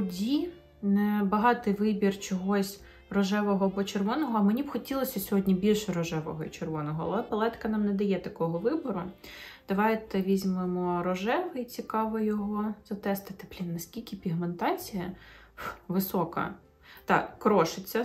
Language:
Ukrainian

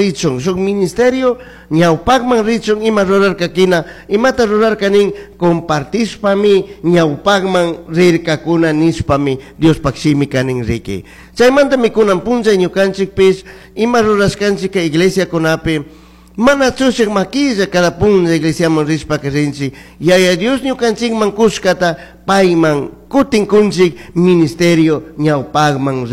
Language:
Chimborazo Highland Quichua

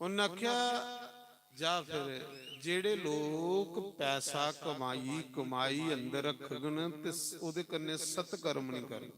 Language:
Dogri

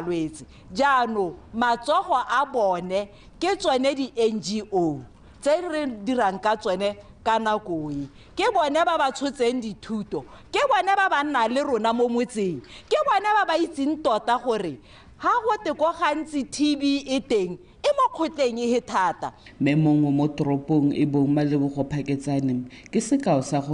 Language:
Tswana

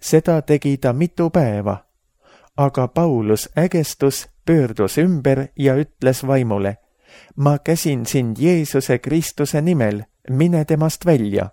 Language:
Estonian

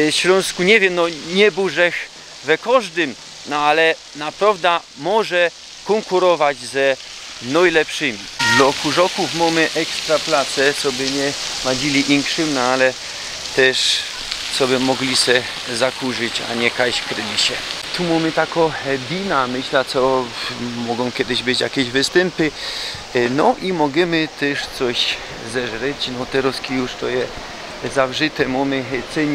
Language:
Silesian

